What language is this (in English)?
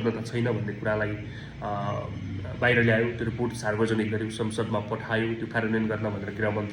Nepali